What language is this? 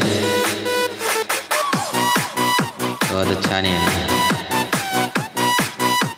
Filipino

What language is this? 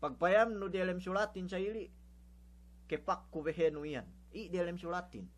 Yakan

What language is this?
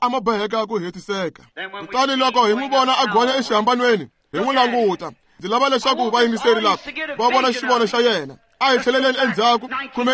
Tsonga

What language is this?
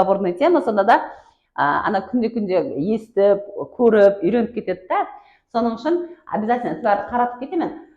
Kara-Kalpak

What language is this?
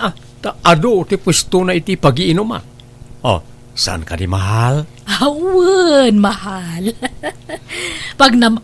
Iloko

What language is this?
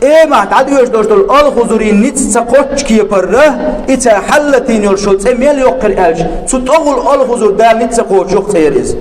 Chechen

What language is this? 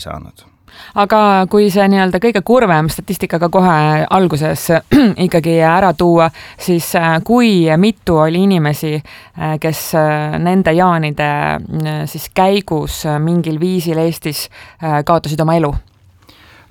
Estonian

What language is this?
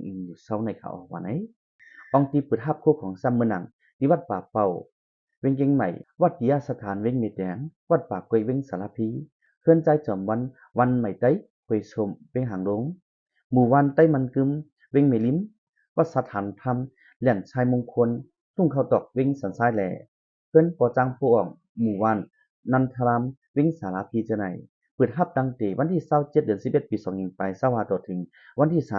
Shan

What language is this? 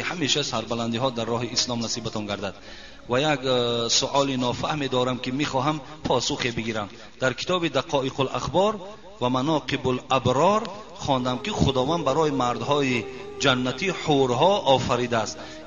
Tajik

